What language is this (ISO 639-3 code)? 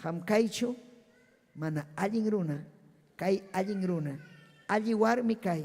quy